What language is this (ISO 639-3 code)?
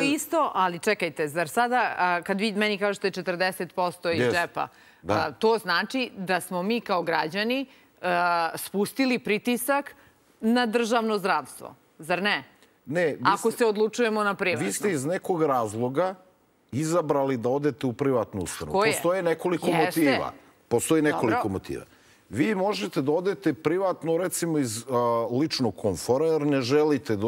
srp